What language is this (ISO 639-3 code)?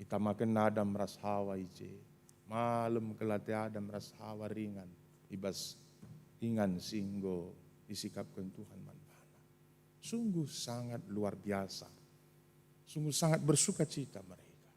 btx